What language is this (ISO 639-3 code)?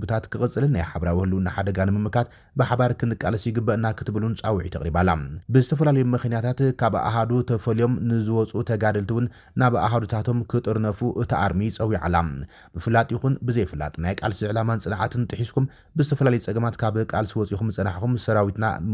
tir